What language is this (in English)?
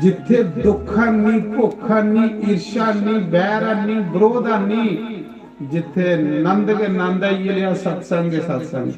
Dogri